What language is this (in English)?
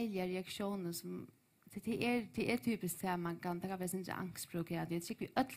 Faroese